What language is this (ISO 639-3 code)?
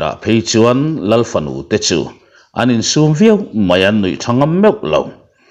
lus